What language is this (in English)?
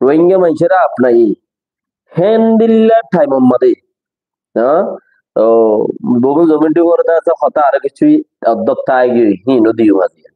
Rohingya